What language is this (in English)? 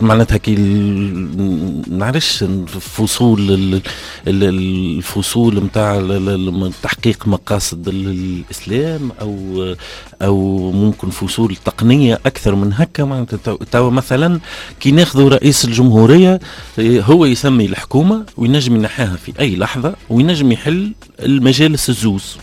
Tunisian Arabic